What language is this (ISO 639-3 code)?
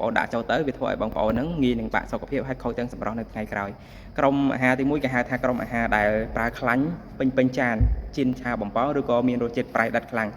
khm